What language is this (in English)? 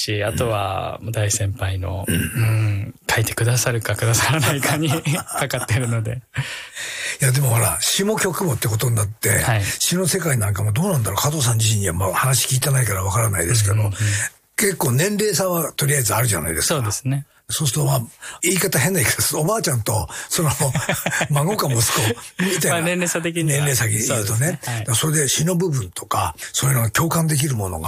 Japanese